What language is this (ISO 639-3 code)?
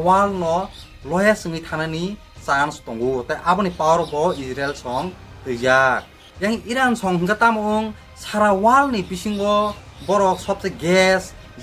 trp